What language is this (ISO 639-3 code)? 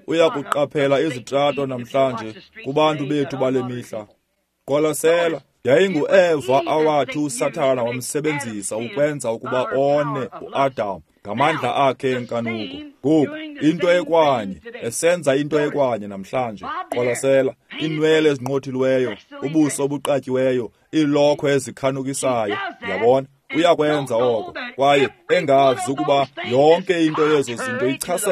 xho